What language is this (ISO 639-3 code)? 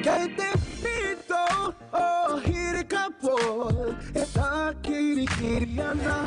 mri